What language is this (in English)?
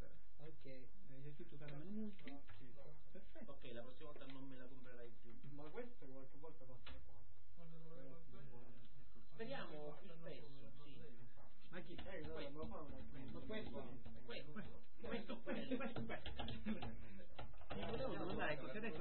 Italian